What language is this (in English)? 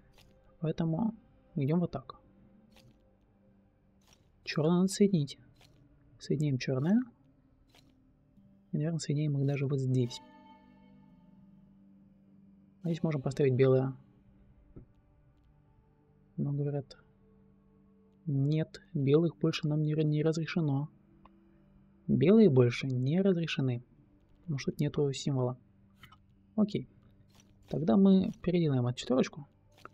Russian